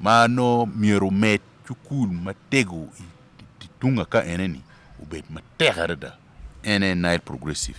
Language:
Acoli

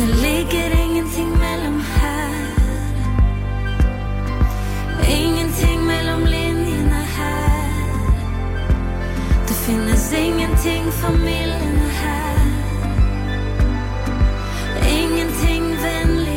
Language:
Norwegian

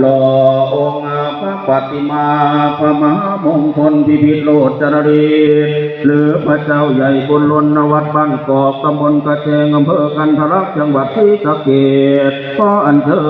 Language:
Lao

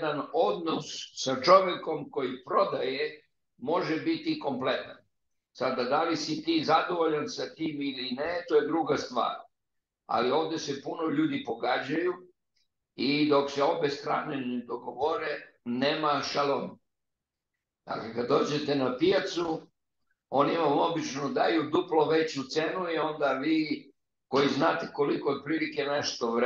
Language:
Serbian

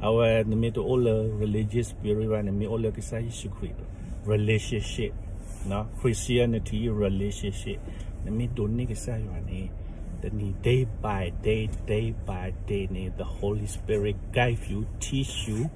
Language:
S'gaw Karen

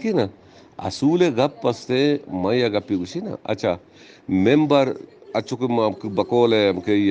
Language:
Eastern Balochi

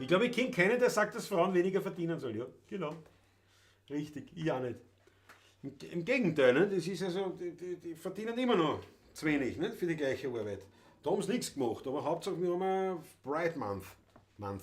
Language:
Bavarian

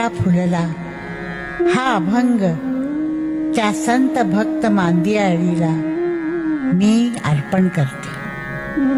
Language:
Marathi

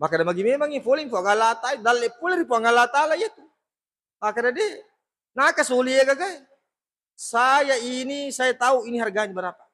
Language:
Buginese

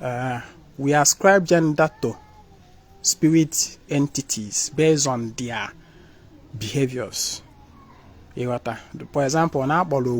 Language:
Igbo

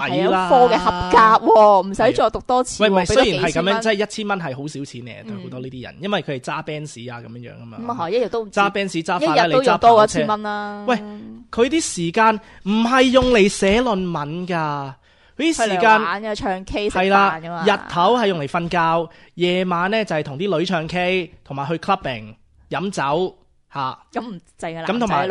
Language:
Cantonese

